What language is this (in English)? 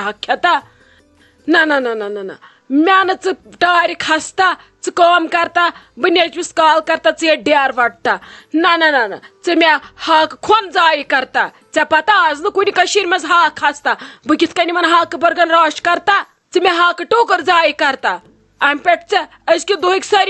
Kashmiri